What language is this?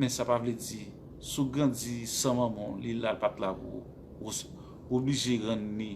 Haitian Creole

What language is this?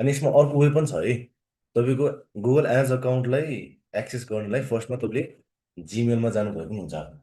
Nepali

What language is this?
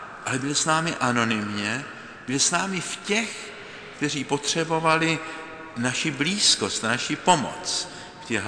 Czech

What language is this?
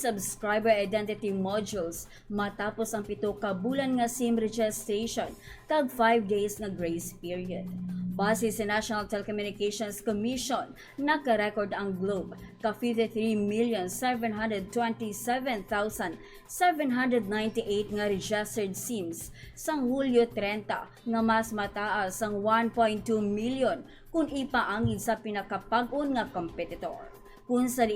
Hiligaynon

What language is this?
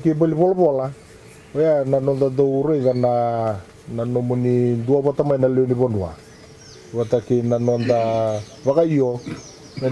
Fijian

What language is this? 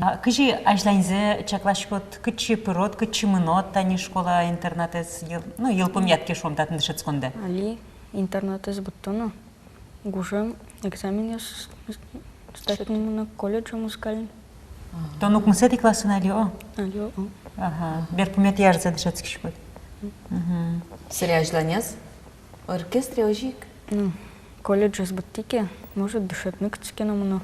Udmurt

